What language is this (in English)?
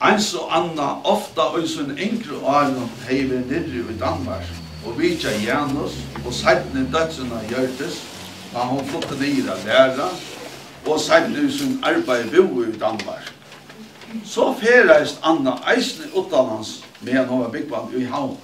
Faroese